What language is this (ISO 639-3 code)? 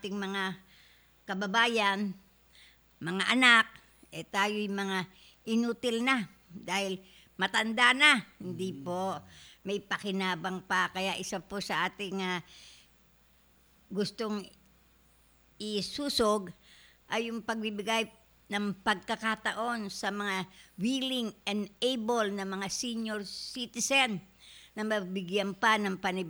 fil